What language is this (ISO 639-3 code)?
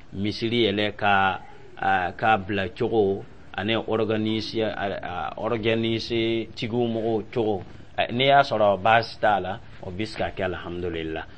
dyu